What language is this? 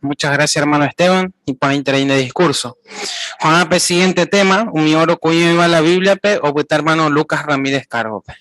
Guarani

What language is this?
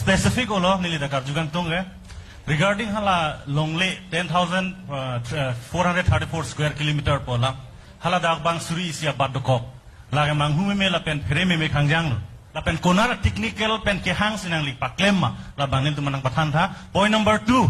Karbi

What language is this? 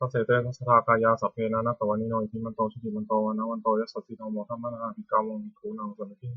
Pali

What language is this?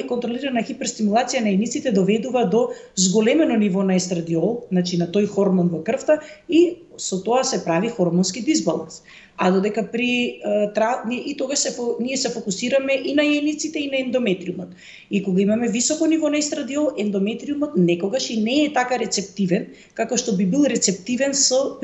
Macedonian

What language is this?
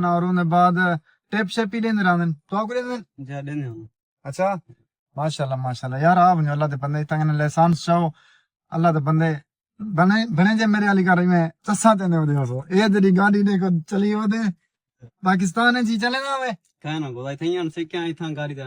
Saraiki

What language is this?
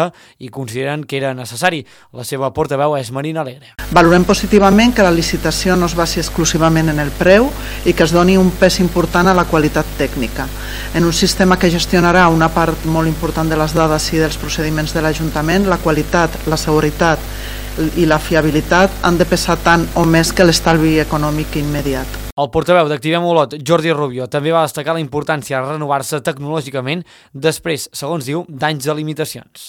Catalan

